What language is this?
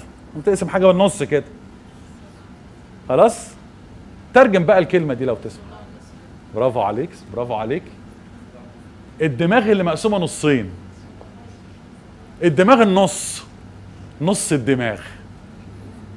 Egyptian Arabic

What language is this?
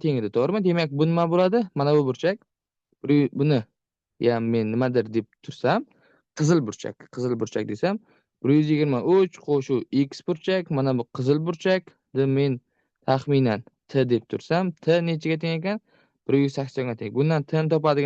Uzbek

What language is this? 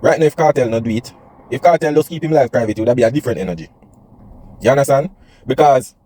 Jamaican Creole English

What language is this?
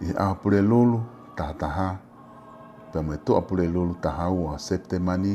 Tongan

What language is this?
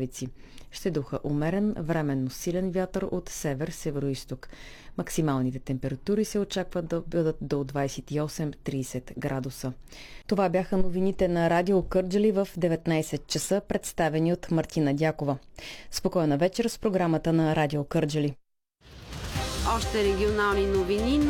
Bulgarian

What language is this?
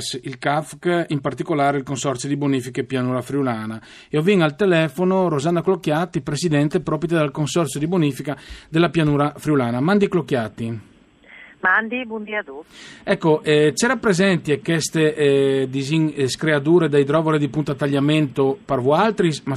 Friulian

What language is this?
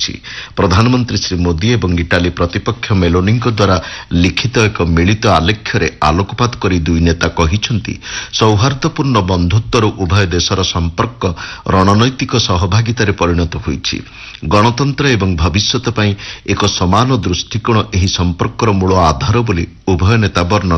Odia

